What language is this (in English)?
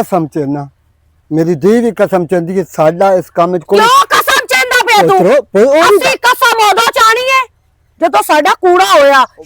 Western Panjabi